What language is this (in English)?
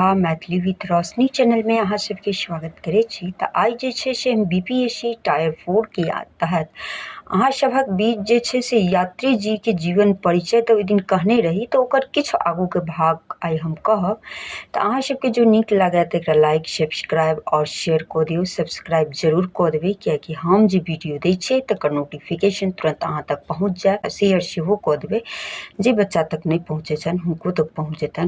Maithili